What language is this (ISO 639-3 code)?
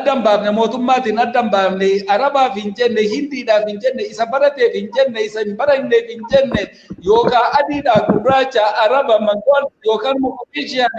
orm